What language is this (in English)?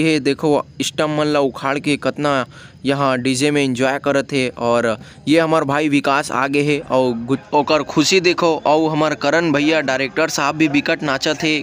Chhattisgarhi